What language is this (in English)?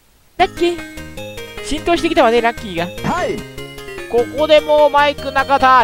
Japanese